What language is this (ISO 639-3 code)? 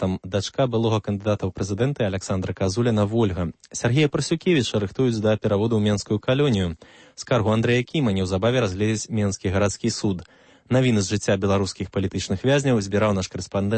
bel